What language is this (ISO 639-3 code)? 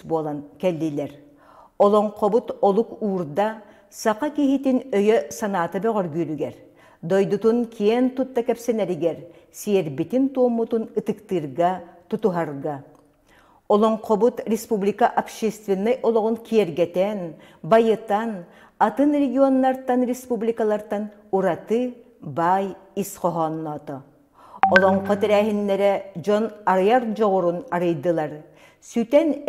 sah